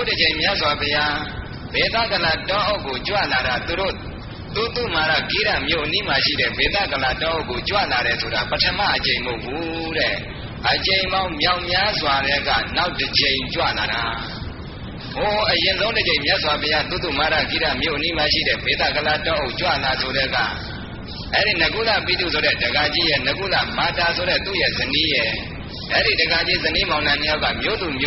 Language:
Burmese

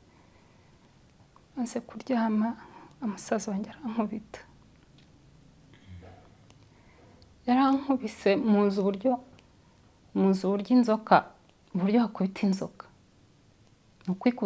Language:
Kinyarwanda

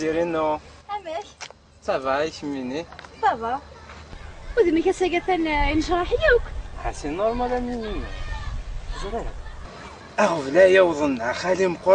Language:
Kabyle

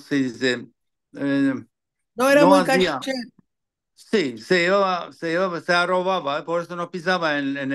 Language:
Ladino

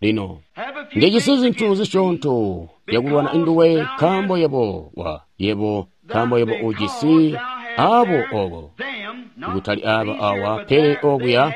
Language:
Tonga (Zambia)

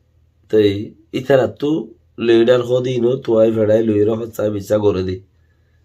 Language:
Rohingya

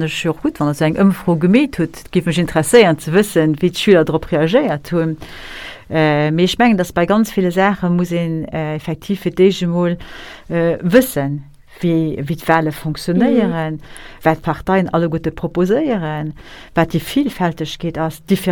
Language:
Luxembourgish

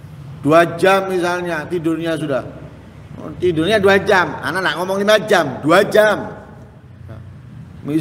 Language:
Indonesian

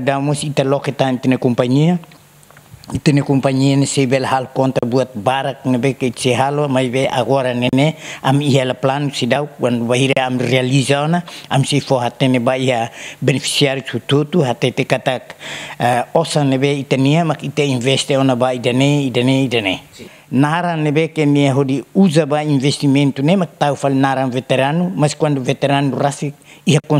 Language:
Tetum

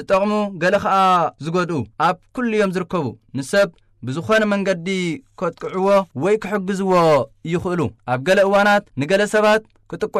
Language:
Tigrinya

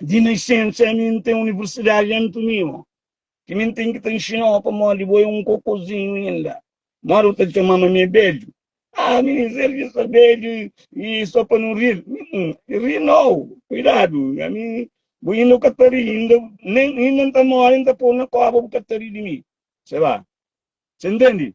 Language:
Kabuverdianu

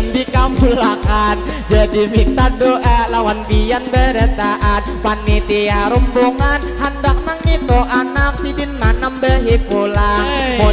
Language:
Banjar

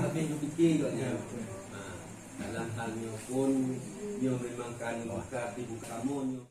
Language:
Achinese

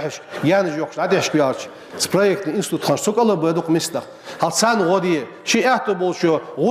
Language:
Ingush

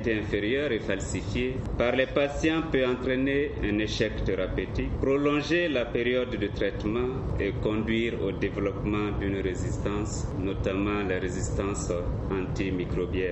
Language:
French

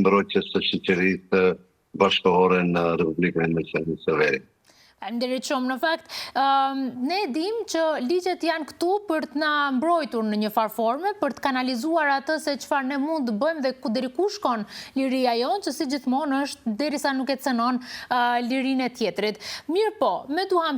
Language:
Albanian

